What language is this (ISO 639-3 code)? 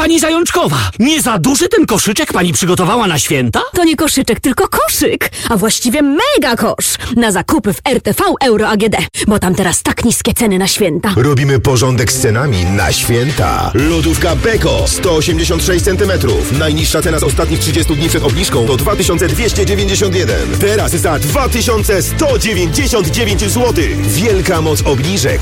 pol